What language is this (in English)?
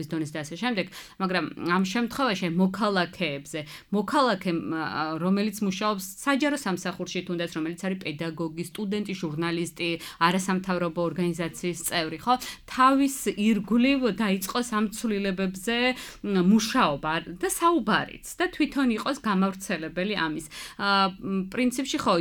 Georgian